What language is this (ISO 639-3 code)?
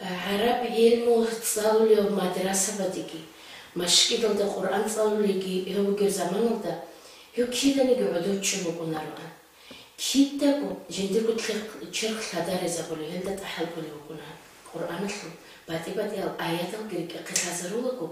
ava